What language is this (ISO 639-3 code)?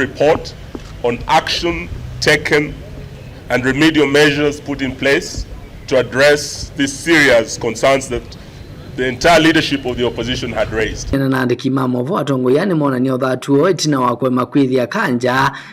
kam